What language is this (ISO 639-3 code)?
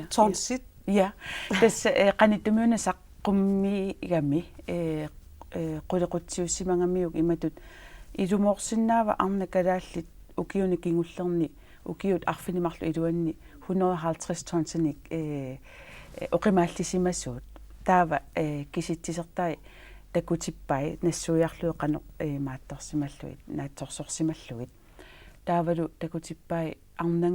kal